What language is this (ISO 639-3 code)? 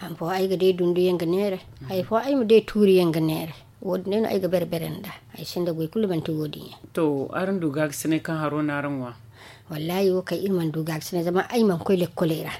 dje